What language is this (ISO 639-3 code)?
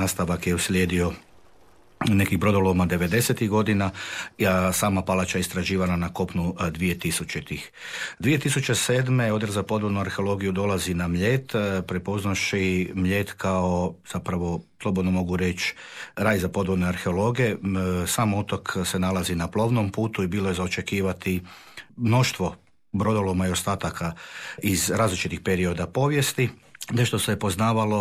hrv